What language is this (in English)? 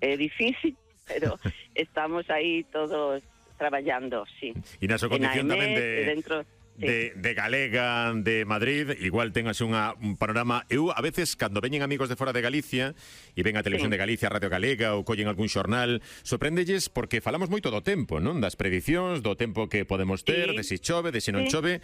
Galician